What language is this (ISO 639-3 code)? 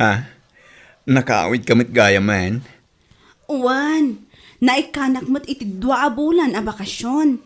ilo